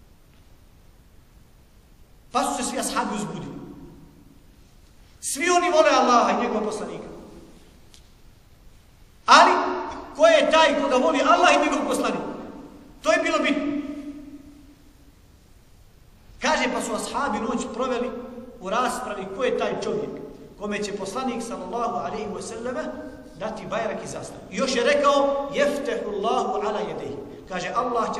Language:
Bosnian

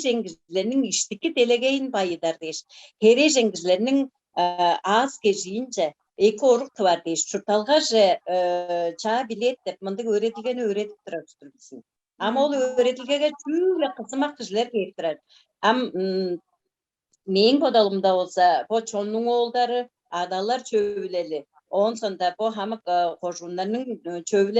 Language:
Tuvinian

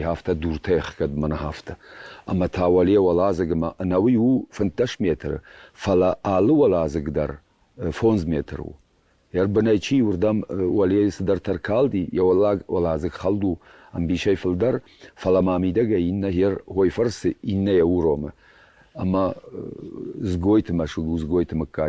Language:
Ossetic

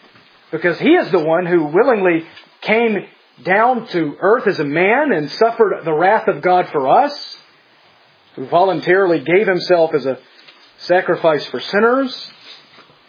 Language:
English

